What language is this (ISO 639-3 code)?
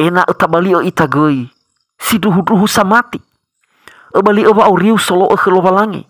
nia